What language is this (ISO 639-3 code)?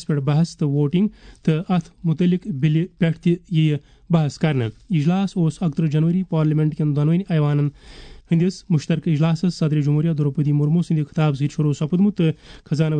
kas